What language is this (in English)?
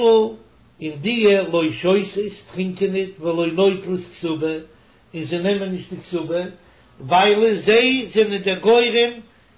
Yiddish